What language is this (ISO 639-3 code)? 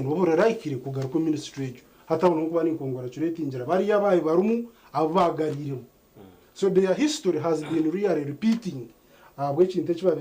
nyn